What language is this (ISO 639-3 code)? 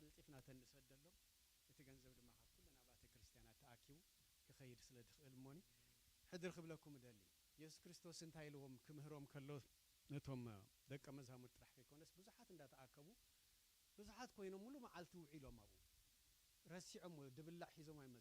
tir